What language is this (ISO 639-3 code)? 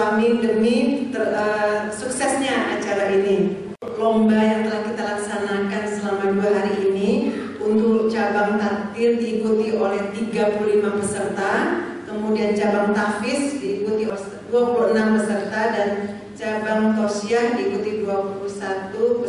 ind